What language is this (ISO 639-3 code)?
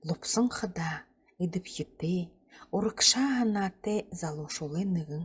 bua